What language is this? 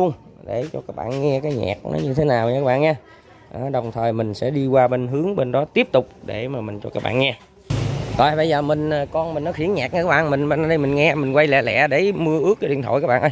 Vietnamese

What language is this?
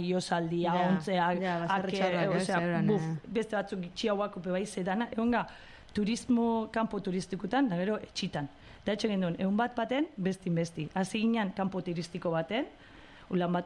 Basque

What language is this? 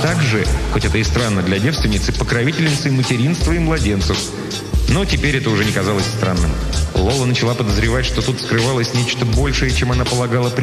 Russian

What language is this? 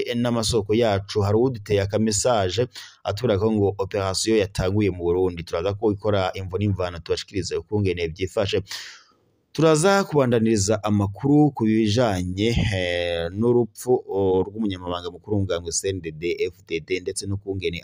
Rundi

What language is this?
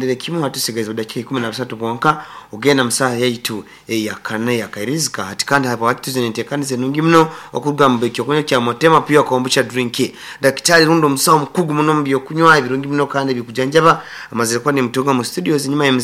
Nyankole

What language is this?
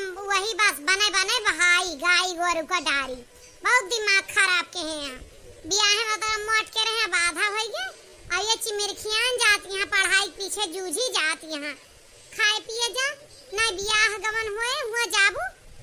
Awadhi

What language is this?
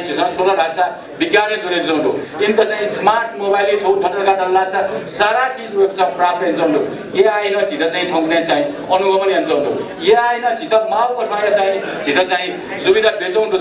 Newari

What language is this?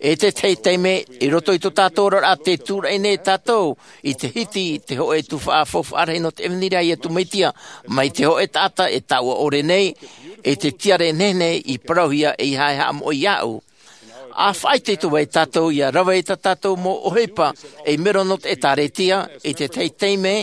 Tahitian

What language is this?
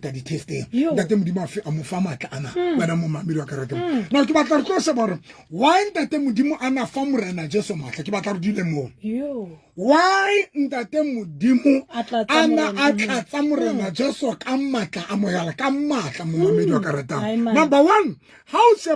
Southern Sotho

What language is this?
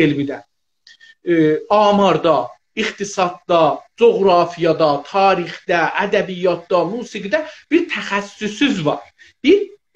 South Azerbaijani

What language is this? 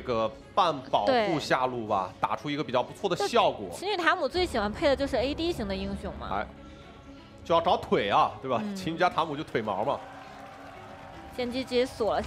Chinese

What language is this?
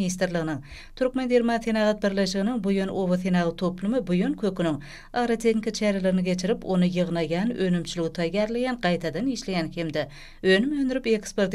Turkmen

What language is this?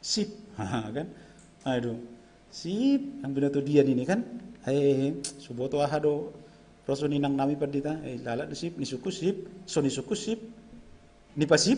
Batak Simalungun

